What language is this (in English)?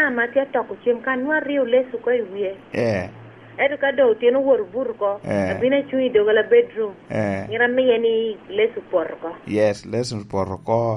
Lango (Uganda)